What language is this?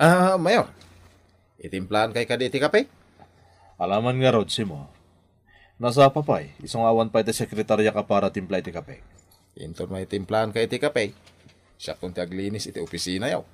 Iloko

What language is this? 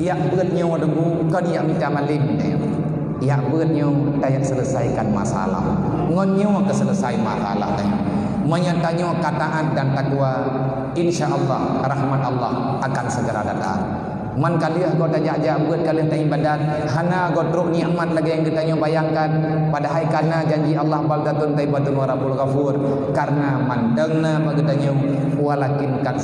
Achinese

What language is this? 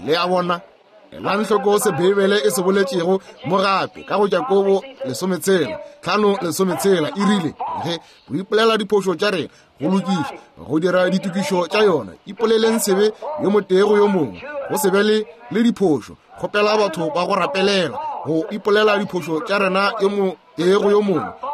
Northern Sotho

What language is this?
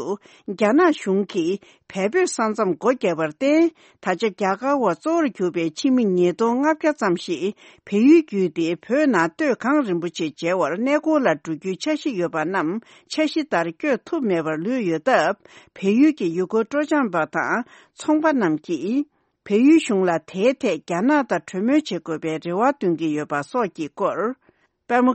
Tibetan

